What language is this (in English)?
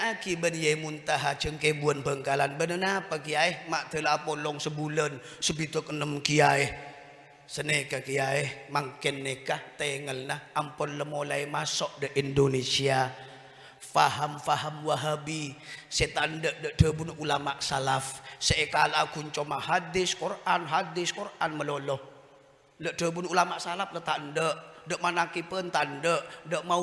Madurese